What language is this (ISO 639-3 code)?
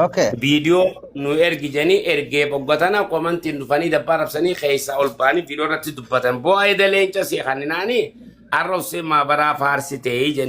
orm